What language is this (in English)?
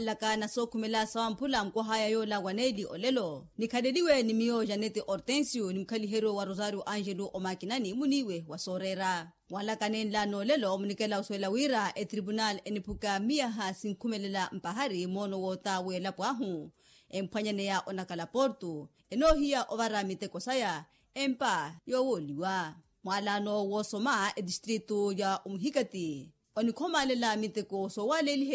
Makhuwa